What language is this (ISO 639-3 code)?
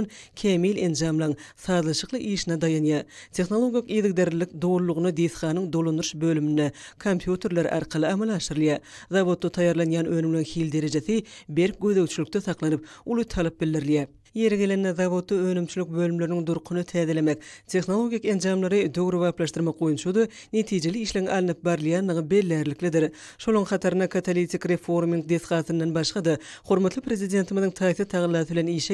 tuk